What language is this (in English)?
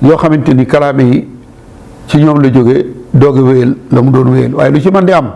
Wolof